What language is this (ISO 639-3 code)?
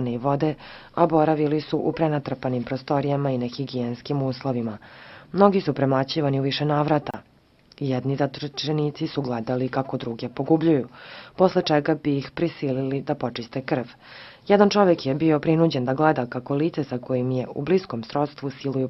srp